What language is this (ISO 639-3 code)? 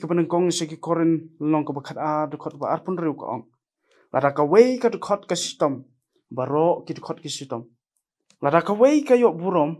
kha